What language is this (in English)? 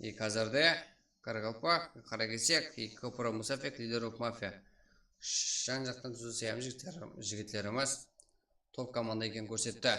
Kara-Kalpak